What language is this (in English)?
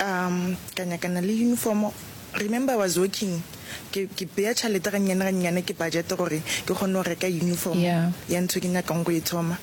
Northern Sotho